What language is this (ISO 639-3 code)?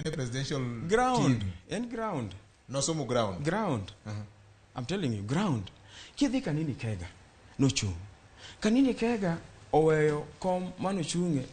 luo